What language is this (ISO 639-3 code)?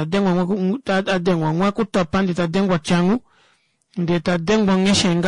kua